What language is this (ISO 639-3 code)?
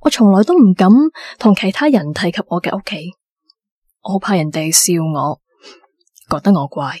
yue